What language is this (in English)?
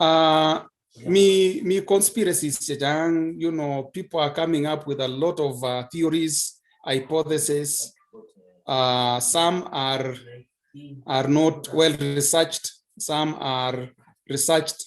Kalenjin